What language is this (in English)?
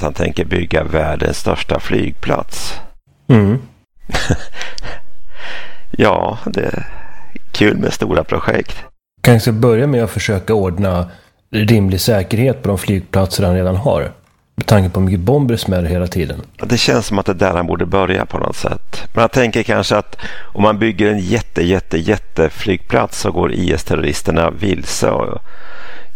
Swedish